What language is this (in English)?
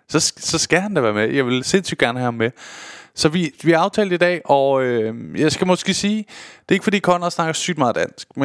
Danish